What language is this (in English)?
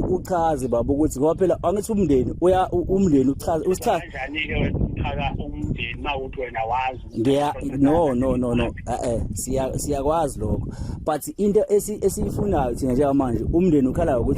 Zulu